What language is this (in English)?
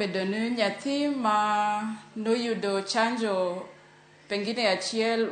Luo (Kenya and Tanzania)